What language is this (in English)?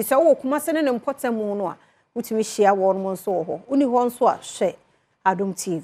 Akan